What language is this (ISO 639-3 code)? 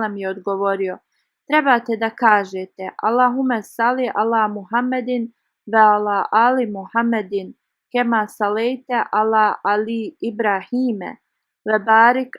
bos